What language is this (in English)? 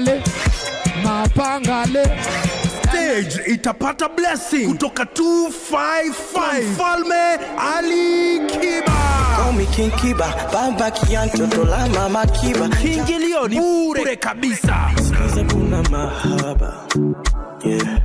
Meru